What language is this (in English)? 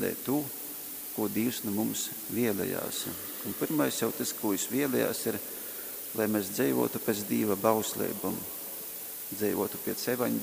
Latgalian